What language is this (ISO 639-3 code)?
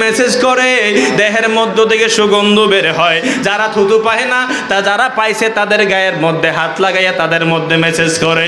ben